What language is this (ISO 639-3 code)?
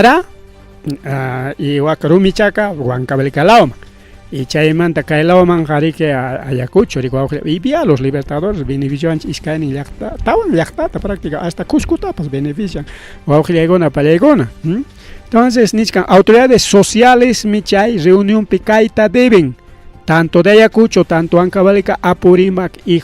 quy